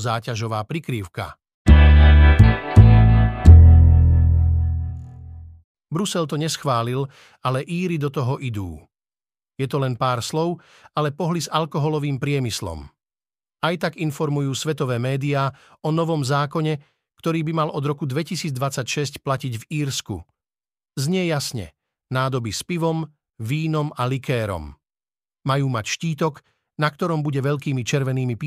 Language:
Slovak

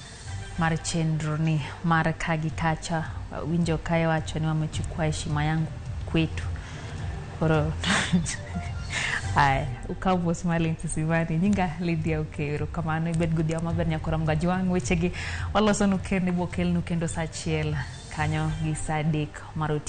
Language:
Luo (Kenya and Tanzania)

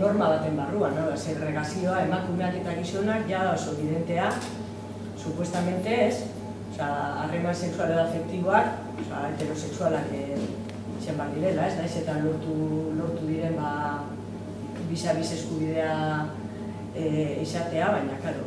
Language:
Basque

